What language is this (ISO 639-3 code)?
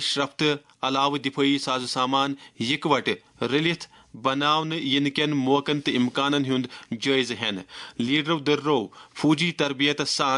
kas